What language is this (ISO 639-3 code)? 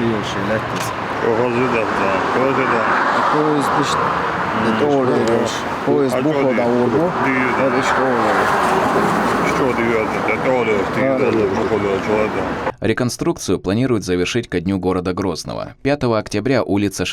che